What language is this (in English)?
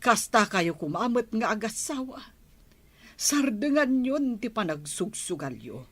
Iloko